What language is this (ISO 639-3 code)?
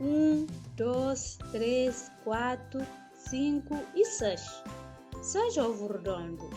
kea